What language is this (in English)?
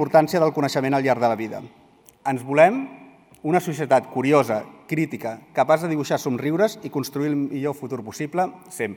Catalan